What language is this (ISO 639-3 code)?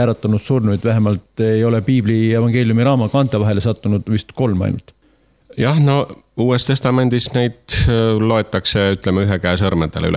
est